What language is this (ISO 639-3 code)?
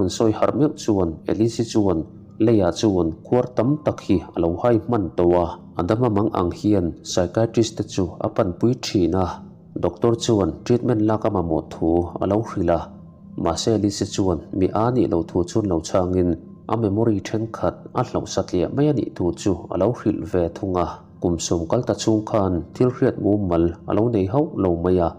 lus